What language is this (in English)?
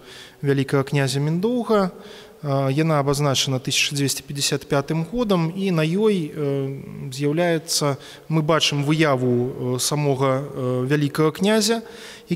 Belarusian